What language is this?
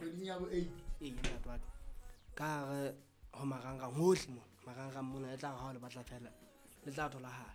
Southern Sotho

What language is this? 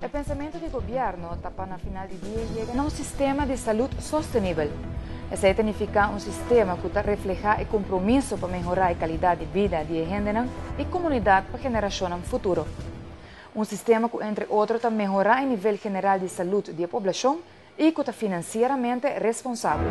Papiamento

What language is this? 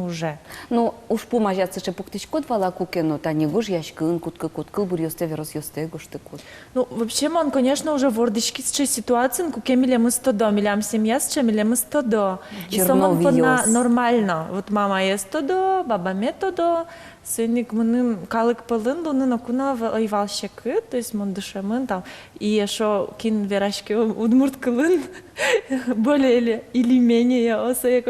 Udmurt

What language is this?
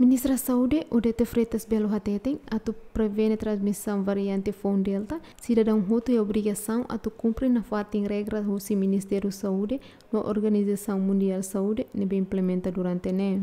Tetum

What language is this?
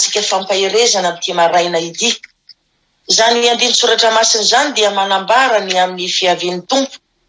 Malagasy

